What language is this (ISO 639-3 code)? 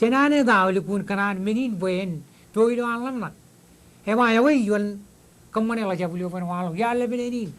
mah